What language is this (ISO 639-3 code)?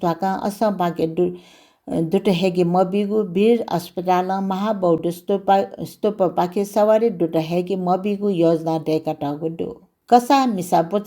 new